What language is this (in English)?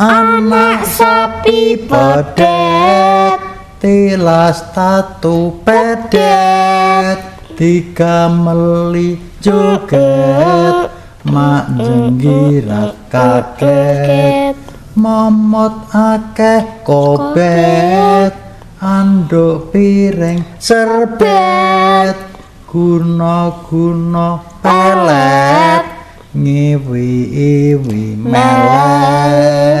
Javanese